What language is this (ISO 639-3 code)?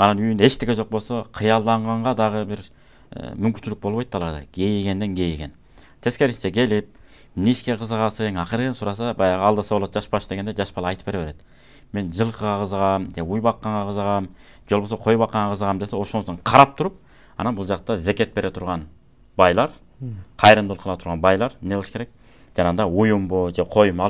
kir